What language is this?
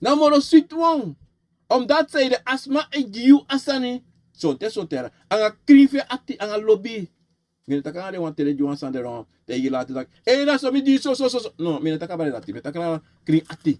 Sranan Tongo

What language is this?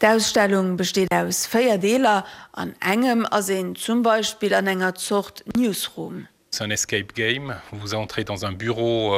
Luxembourgish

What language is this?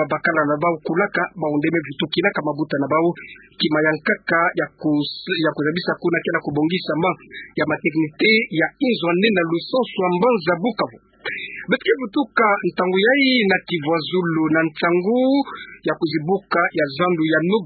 Kituba (Democratic Republic of Congo)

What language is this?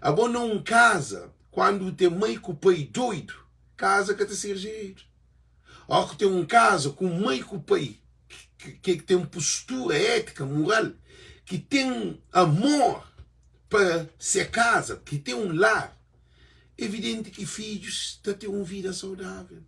Kabuverdianu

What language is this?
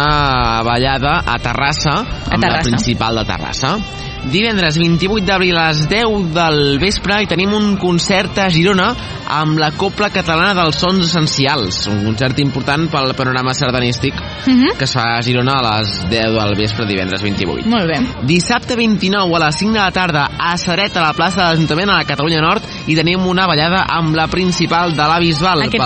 Catalan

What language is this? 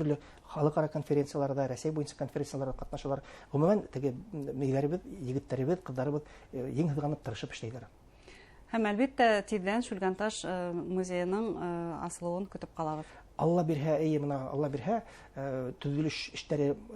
Bashkir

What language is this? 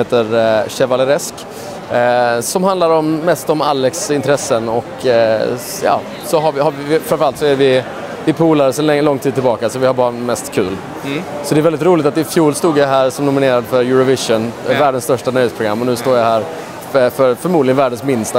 Swedish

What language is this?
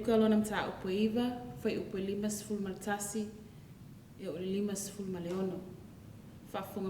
Samoan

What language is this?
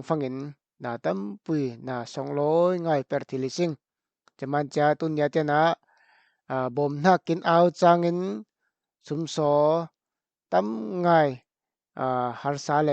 Falam Chin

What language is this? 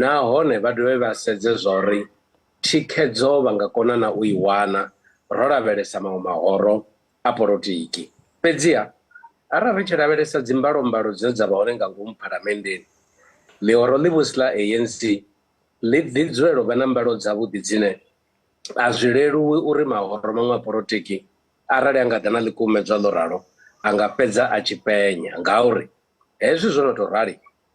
Venda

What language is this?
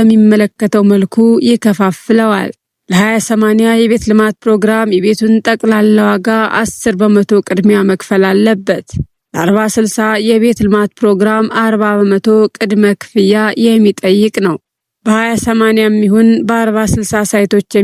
Amharic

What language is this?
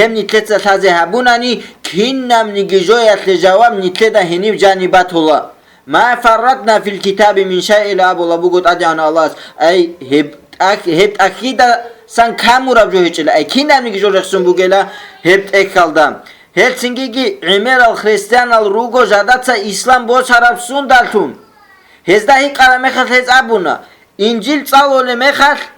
Avaric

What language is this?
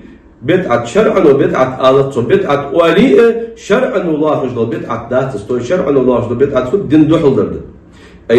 Ingush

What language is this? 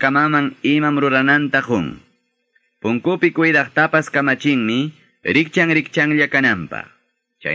Ayacucho Quechua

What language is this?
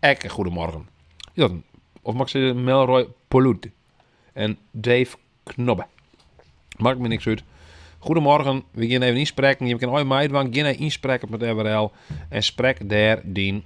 Western Frisian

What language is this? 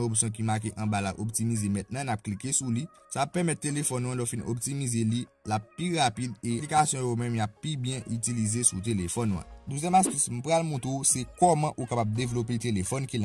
Haitian Creole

